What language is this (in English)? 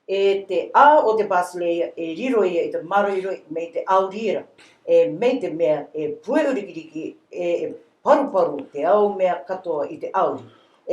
Rarotongan